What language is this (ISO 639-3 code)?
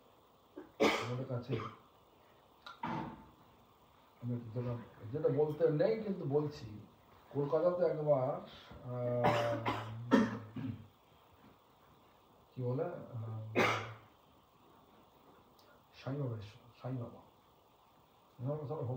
ben